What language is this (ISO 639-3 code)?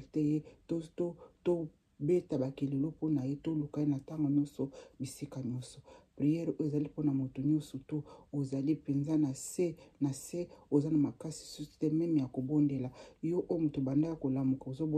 lin